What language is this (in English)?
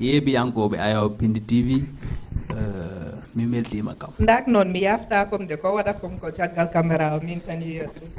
Fula